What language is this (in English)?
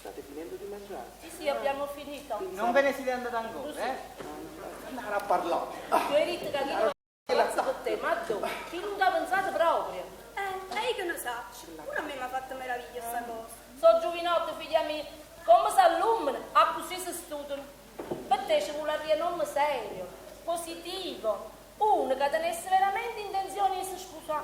Neapolitan